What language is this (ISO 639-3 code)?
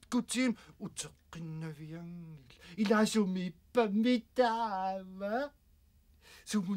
kal